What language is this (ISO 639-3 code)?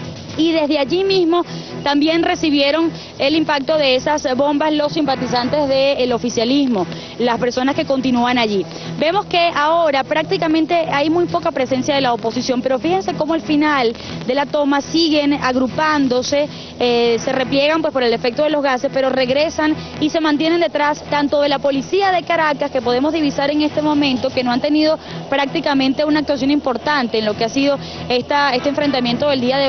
spa